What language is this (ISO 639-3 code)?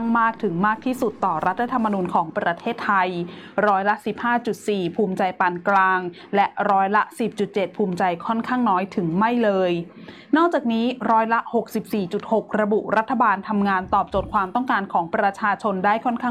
tha